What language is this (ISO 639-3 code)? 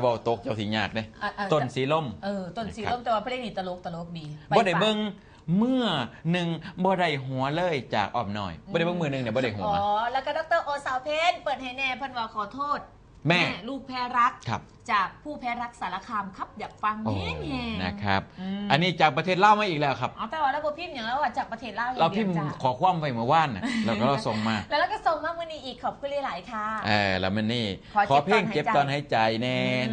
tts